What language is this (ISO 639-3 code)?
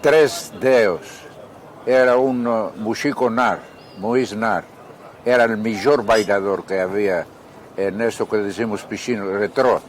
lad